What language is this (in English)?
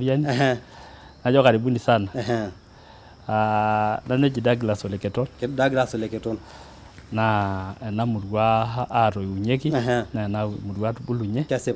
Masai